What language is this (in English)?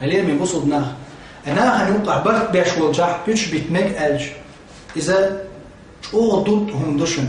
Chechen